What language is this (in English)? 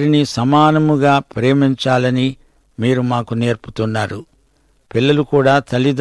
Telugu